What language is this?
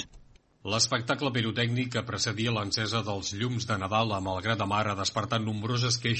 Catalan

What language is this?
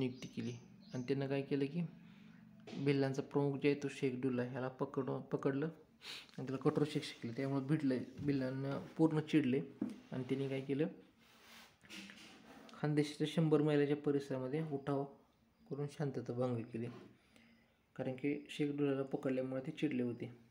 Marathi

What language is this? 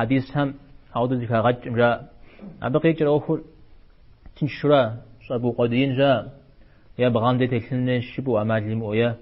Kabardian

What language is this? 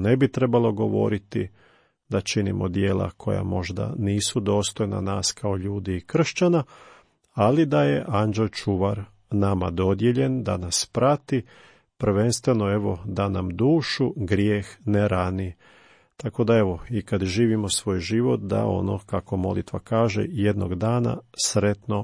Croatian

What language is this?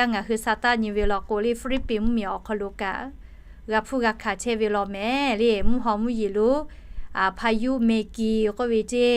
Lahu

